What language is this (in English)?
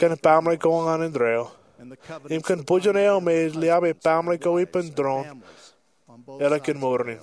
Marshallese